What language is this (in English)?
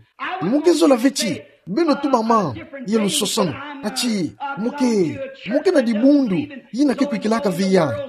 Kituba (Democratic Republic of Congo)